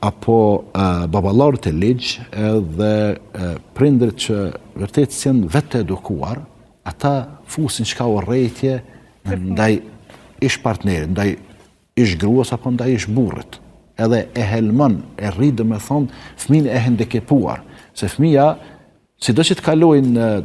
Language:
Albanian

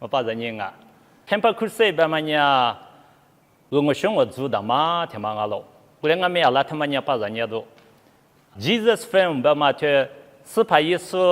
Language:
Lisu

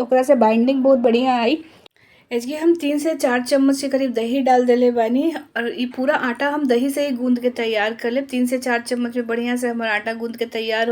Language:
Bhojpuri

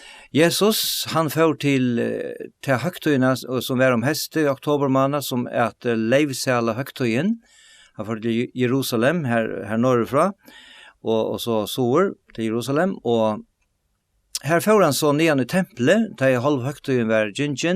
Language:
Faroese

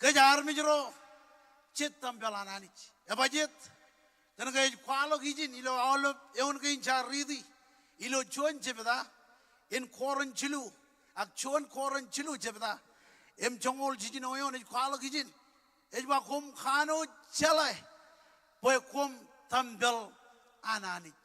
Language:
Marshallese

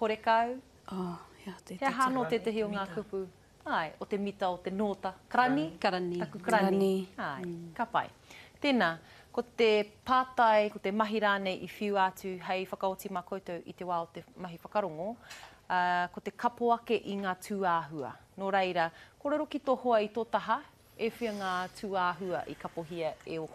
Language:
Māori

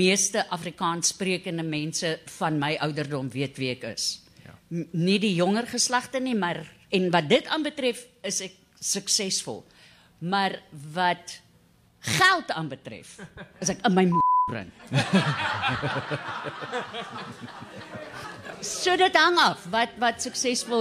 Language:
Afrikaans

